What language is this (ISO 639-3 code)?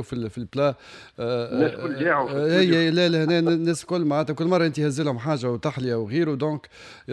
aeb